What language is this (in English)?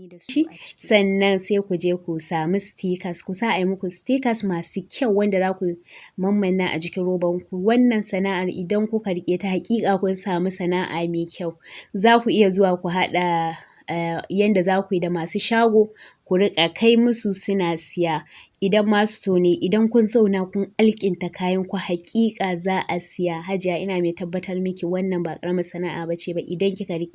Hausa